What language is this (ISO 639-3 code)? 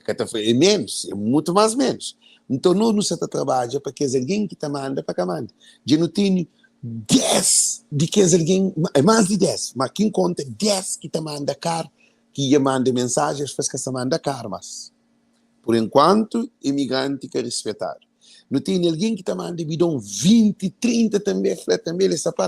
kea